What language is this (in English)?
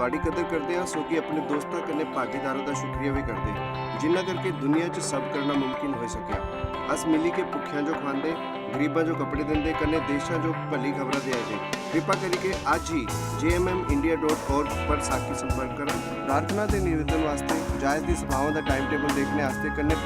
Dogri